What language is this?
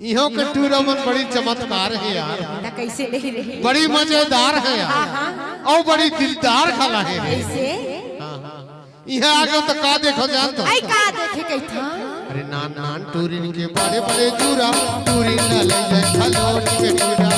Chhattisgarhi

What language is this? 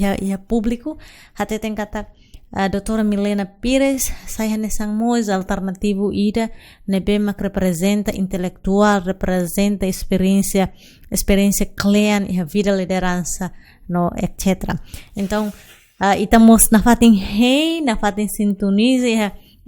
Tetum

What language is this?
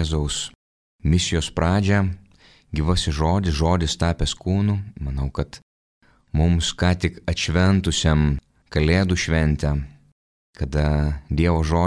Lithuanian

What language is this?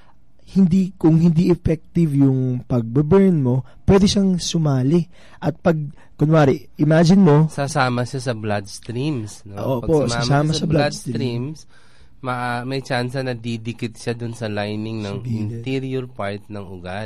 Filipino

